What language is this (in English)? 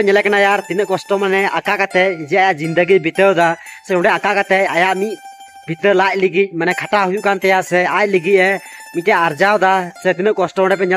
Santali